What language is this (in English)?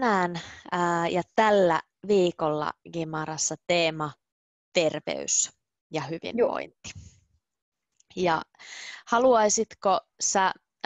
Finnish